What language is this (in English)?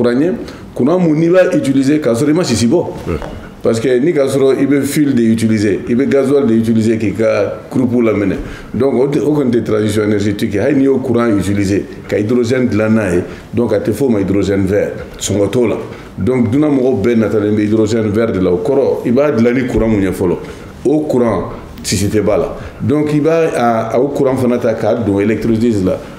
Bambara